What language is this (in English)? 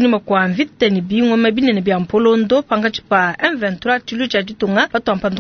Luba-Lulua